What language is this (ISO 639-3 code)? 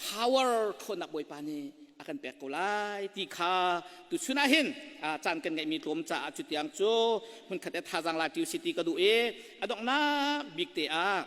cnh